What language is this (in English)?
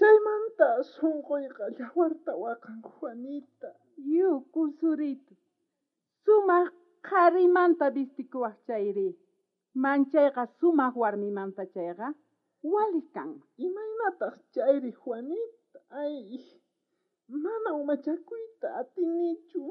South Bolivian Quechua